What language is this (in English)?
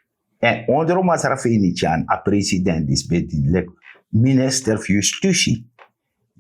Sranan Tongo